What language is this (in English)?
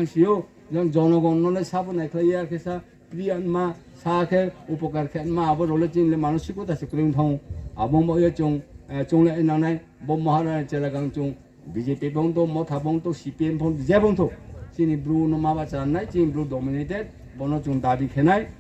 Riang (India)